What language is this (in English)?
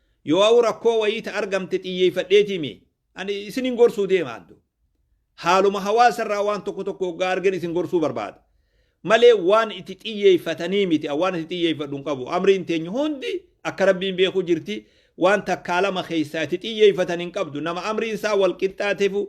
Oromo